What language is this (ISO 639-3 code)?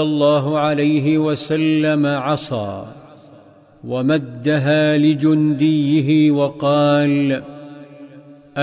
ara